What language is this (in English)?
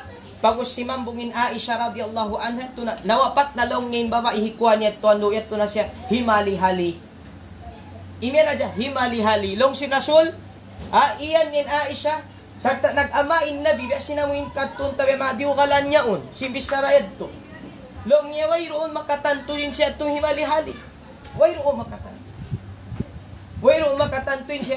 Tausug